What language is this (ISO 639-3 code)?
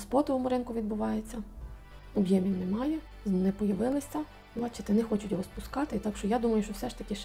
ukr